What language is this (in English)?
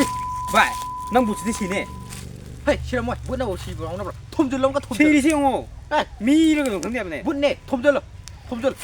Manipuri